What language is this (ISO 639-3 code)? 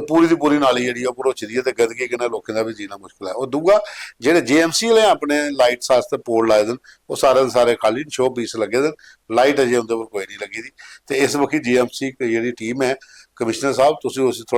doi